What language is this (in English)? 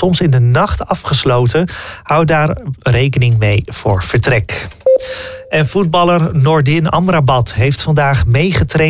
Dutch